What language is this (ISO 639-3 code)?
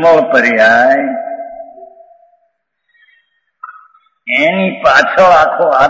guj